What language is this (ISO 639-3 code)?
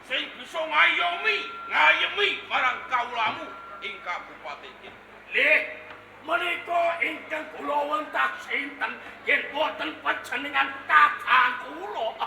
jav